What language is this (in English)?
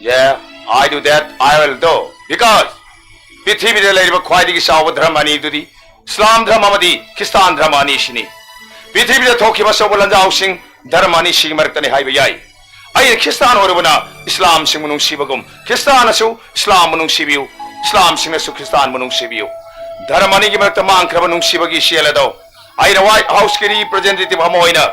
Manipuri